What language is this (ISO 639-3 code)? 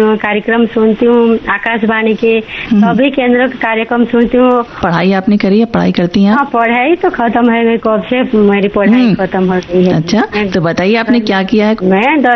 hin